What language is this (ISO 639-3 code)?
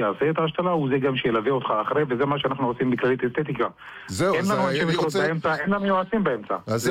heb